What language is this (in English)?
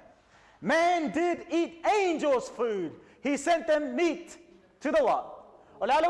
Samoan